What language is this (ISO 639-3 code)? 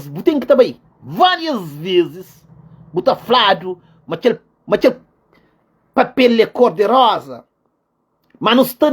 kea